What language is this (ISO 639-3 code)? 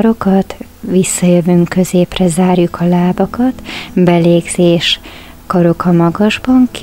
hun